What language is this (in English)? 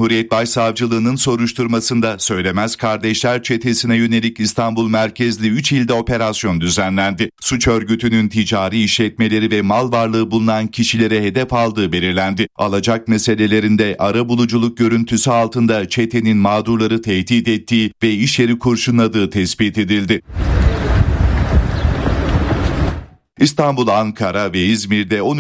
Turkish